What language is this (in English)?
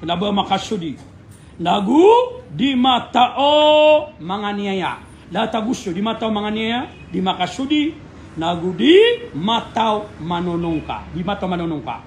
Maranao